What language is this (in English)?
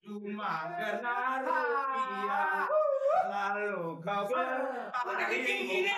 Betawi